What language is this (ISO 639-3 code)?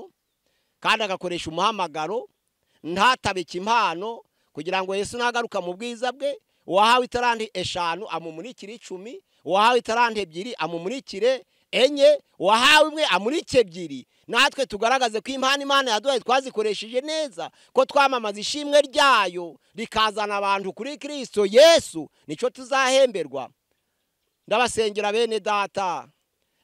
run